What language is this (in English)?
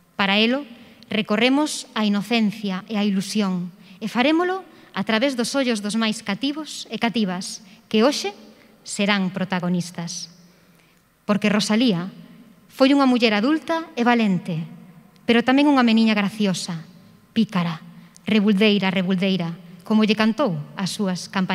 Galician